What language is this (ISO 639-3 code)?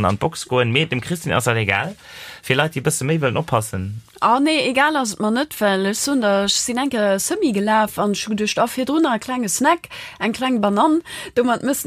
ltz